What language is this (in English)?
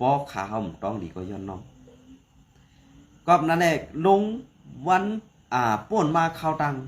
Shan